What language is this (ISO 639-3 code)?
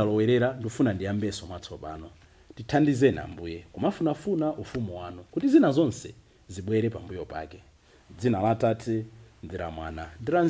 nya